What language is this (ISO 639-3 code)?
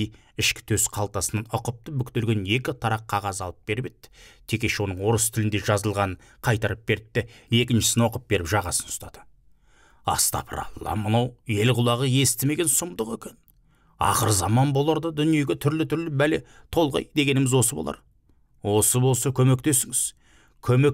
kaz